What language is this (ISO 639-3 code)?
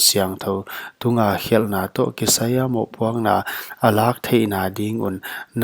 pck